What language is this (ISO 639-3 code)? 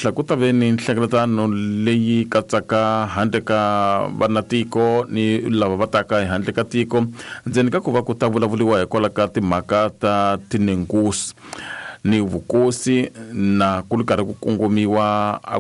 tso